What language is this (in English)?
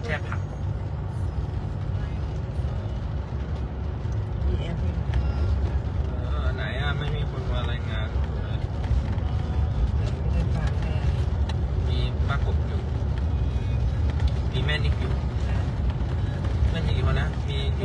Thai